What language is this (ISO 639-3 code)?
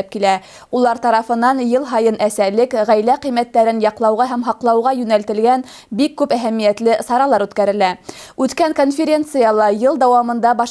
bak